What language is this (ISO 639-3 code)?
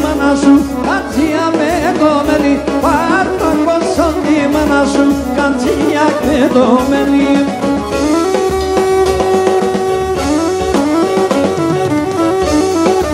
ell